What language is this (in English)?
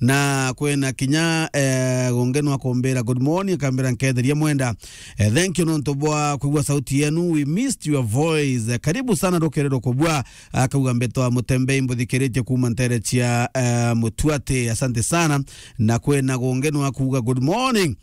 Meru